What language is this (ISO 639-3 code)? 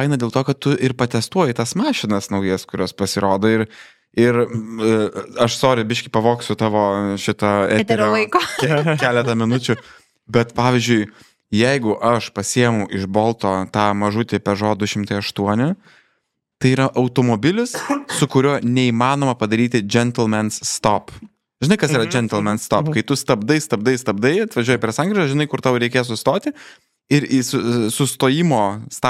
lit